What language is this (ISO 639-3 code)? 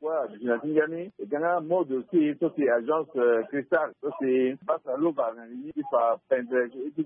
sag